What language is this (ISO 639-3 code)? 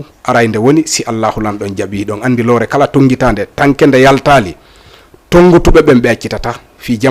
ful